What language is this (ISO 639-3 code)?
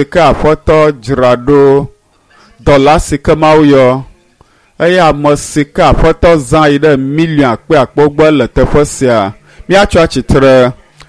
ewe